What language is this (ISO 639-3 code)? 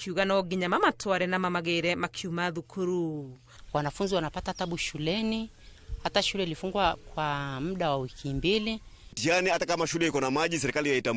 kik